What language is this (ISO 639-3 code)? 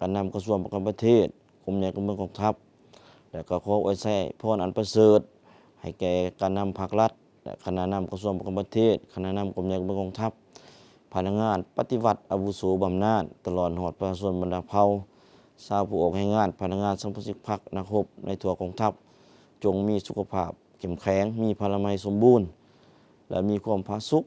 lao